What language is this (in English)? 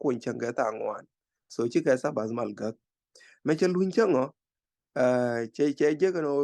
Nuer